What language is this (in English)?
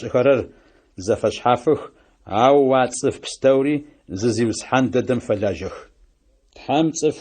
Adyghe